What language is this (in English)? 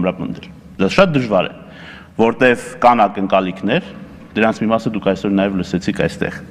Armenian